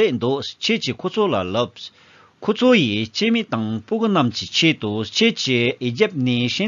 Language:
Tibetan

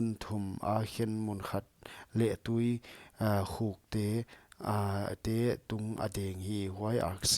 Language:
Paite Chin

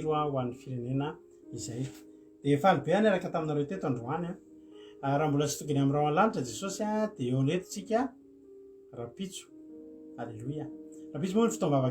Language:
Malagasy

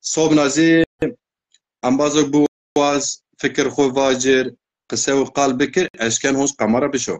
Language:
Zaza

